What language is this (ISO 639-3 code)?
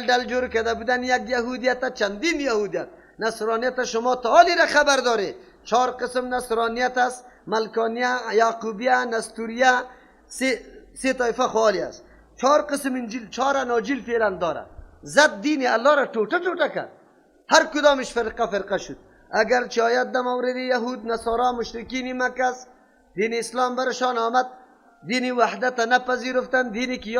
fas